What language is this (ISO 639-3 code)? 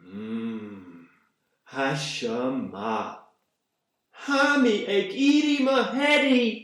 gla